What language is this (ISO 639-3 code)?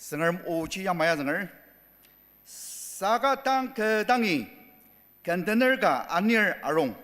njo